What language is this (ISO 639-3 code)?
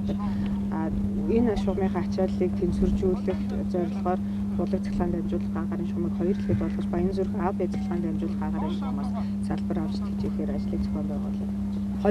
mon